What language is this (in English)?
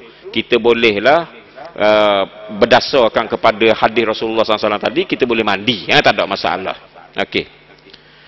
Malay